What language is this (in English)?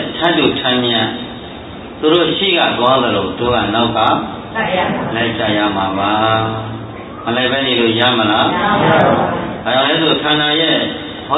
Burmese